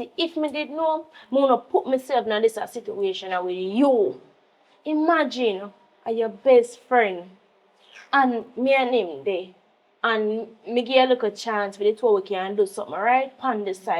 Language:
Jamaican Creole English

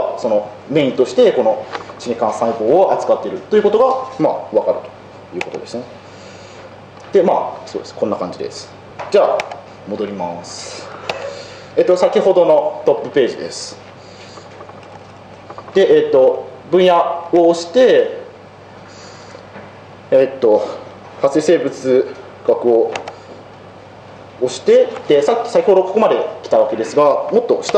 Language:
Japanese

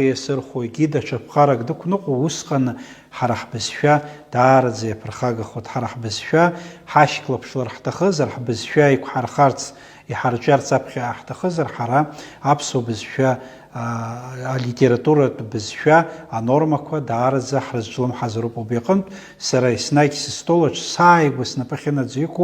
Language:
Abkhazian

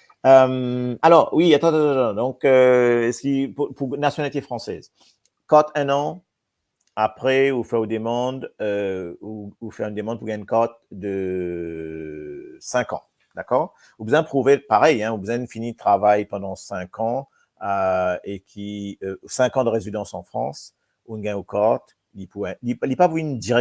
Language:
Morisyen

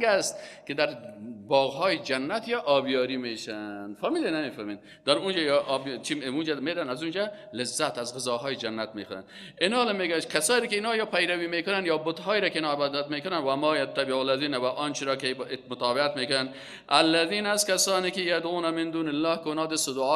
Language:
Persian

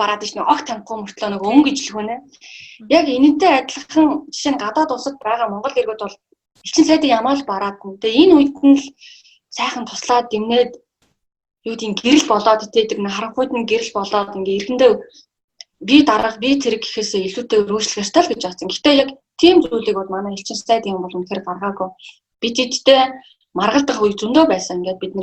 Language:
Mongolian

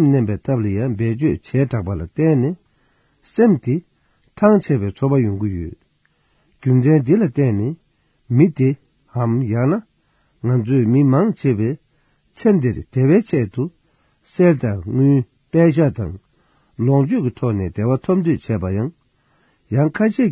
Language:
Tibetan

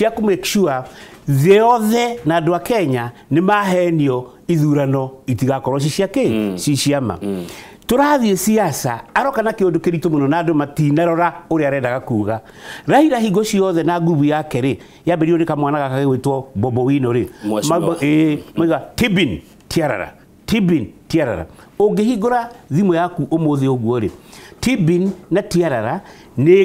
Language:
Kikuyu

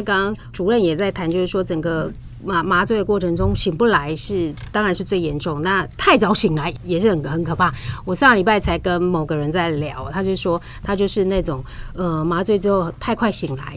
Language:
Chinese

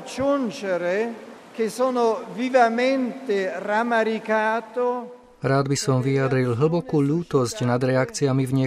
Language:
Slovak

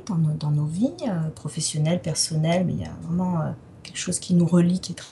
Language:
French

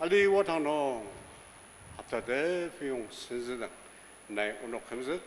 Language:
Ao Naga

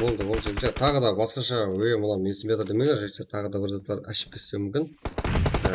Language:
Kara-Kalpak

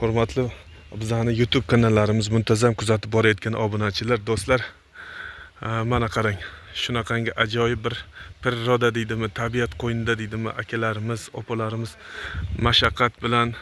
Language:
Uzbek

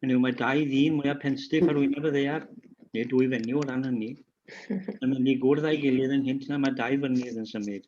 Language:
Welsh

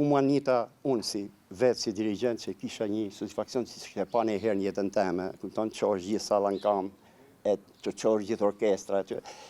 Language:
Albanian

